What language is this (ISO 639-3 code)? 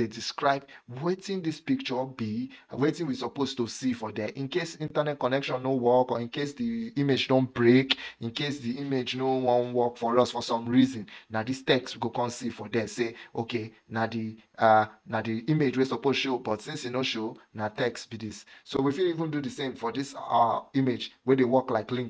pcm